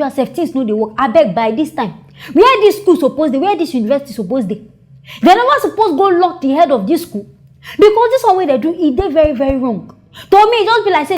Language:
Nigerian Pidgin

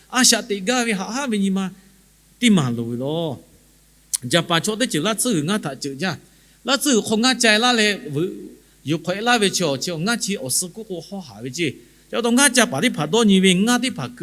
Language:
Lahu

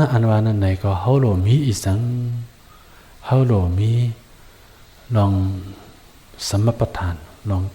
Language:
Shan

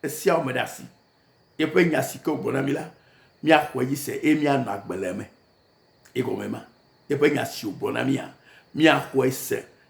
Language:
Ewe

